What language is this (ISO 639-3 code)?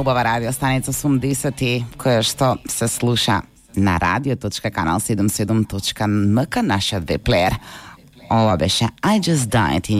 mkd